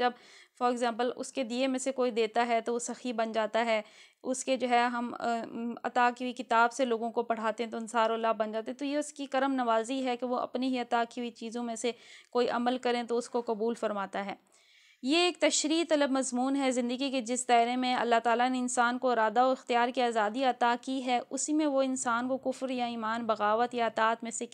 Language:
Urdu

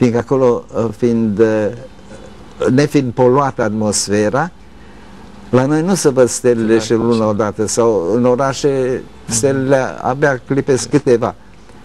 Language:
Romanian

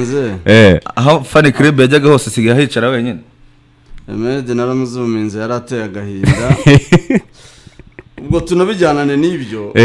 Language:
Kinyarwanda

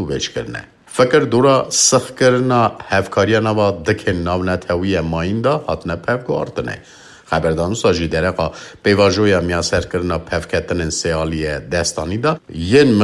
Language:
Kurdish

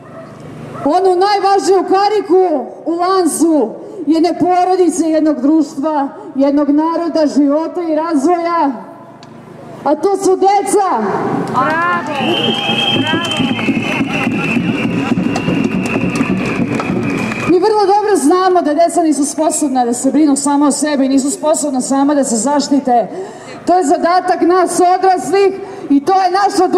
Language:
Serbian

